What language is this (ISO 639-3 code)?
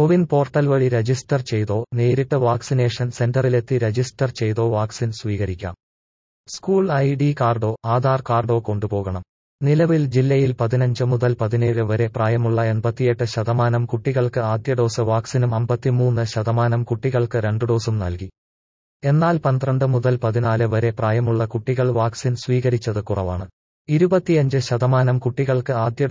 mal